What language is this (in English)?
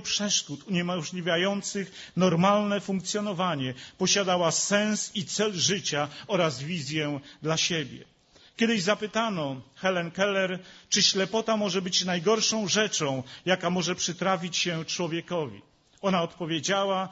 Polish